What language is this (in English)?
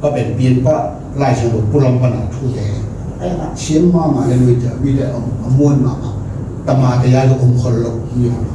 Tedim Chin